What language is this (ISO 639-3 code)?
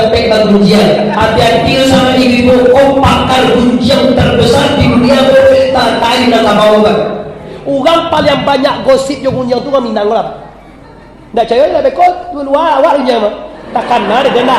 min